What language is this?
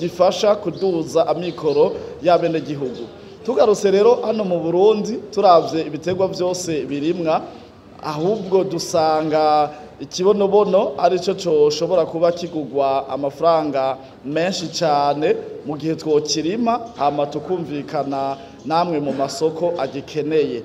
Rundi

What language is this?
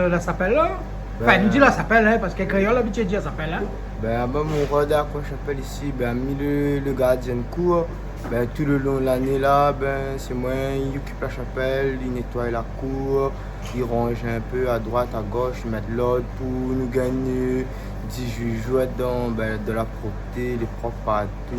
Réunion Creole French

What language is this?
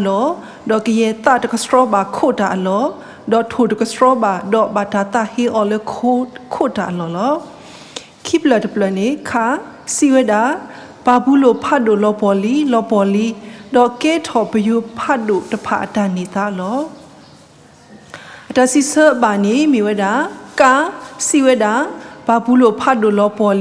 S'gaw Karen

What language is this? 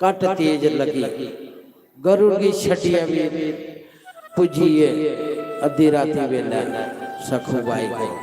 Dogri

